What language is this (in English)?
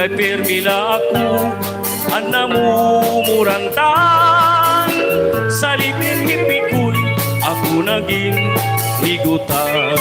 Waray